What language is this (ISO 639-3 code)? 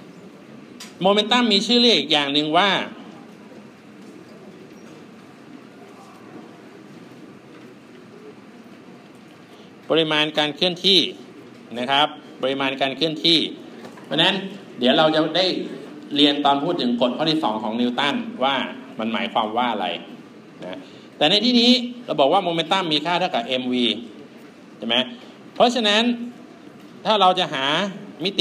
tha